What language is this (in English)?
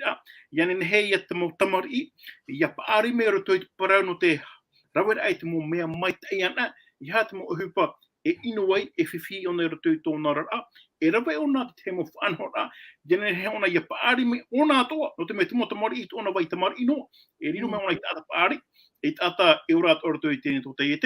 Tahitian